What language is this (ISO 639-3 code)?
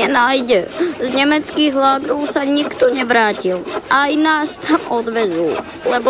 slk